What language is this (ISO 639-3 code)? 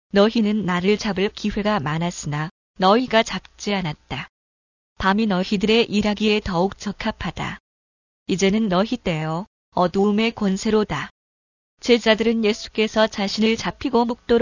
kor